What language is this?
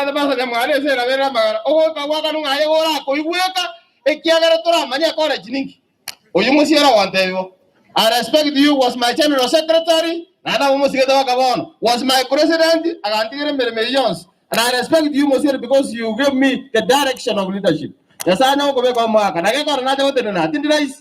Gusii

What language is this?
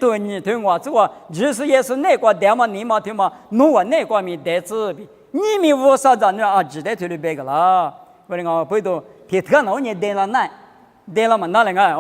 Lisu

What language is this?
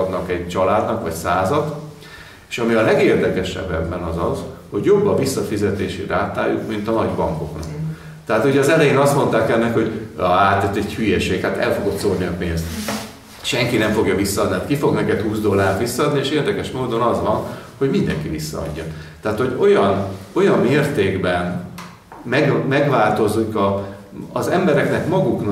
Hungarian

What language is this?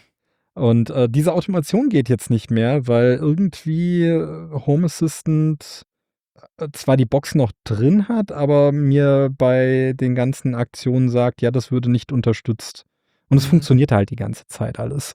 German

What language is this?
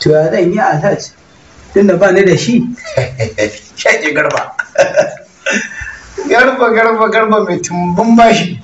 Hausa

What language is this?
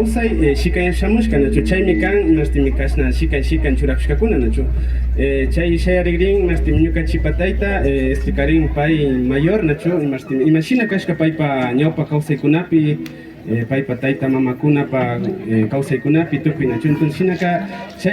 Imbabura Highland Quichua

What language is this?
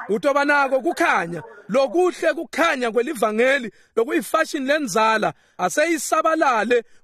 Swati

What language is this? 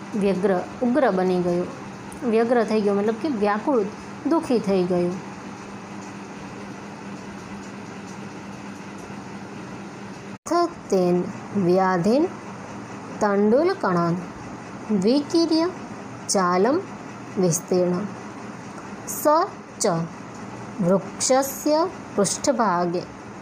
Gujarati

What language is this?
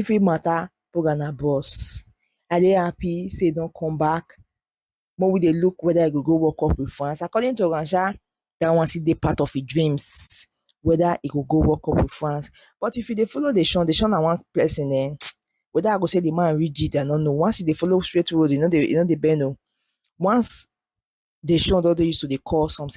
Nigerian Pidgin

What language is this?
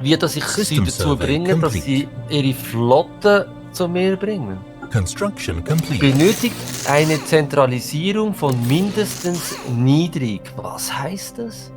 Swiss German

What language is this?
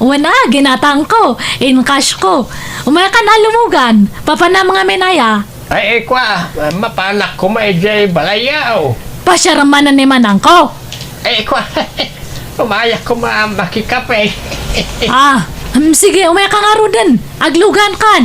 Iloko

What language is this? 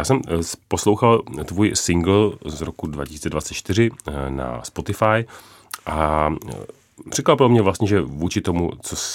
Czech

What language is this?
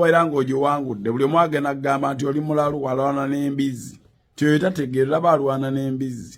Ganda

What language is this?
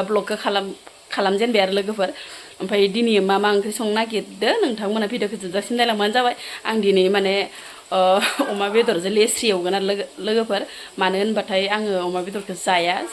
Bodo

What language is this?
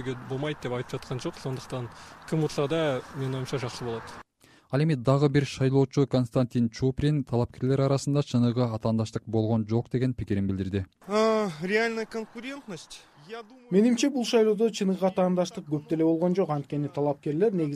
Kyrgyz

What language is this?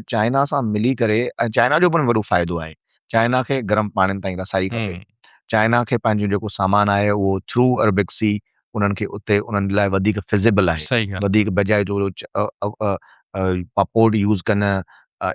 Sindhi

